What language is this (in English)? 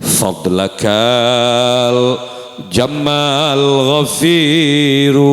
Madurese